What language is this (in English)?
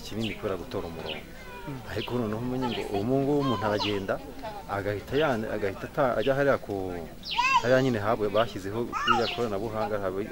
Kinyarwanda